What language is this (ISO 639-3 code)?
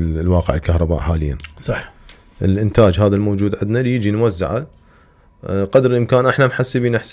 acm